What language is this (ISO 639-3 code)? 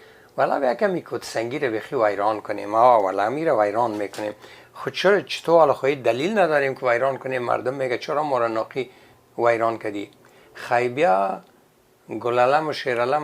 fas